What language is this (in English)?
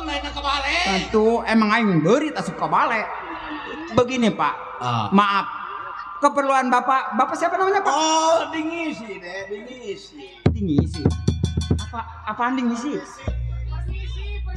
Betawi